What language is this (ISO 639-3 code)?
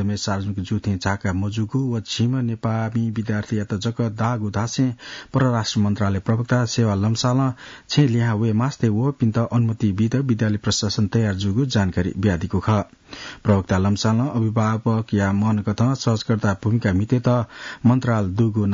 new